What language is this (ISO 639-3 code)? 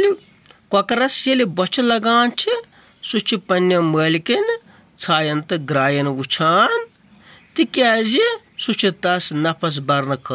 kas